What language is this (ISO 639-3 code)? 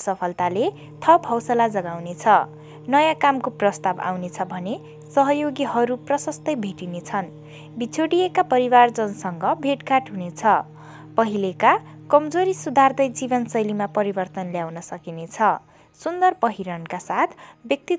nep